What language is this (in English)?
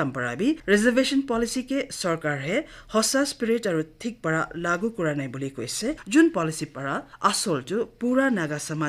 Naga Pidgin